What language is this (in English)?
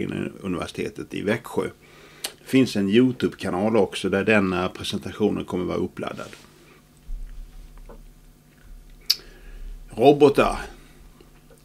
Swedish